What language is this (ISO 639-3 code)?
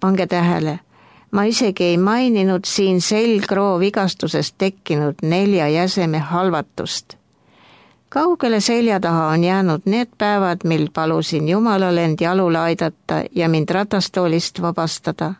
est